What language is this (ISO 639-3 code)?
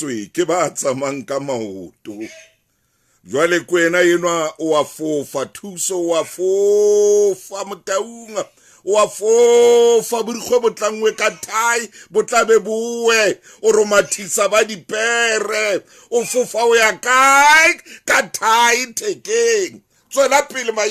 sot